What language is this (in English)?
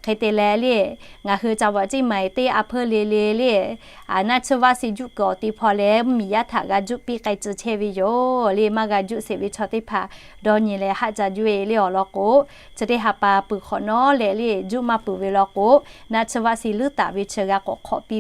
Lahu